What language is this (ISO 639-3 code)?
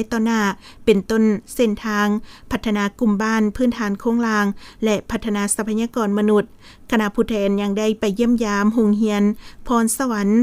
lao